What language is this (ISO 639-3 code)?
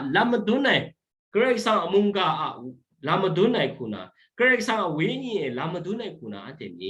kac